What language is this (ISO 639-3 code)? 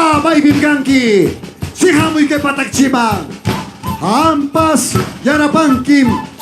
quy